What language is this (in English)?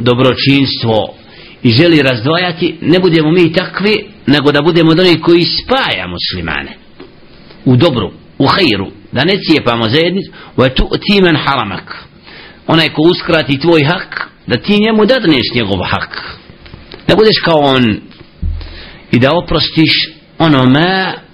Bosnian